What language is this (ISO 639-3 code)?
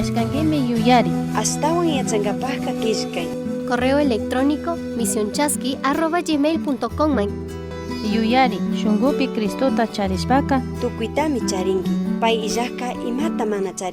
qug